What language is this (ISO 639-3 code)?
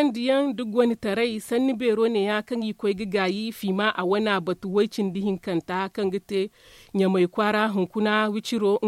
dje